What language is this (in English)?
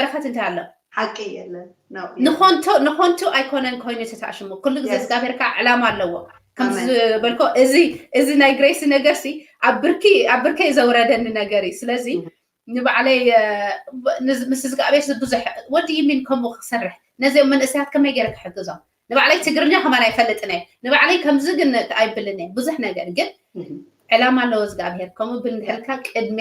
Tigrinya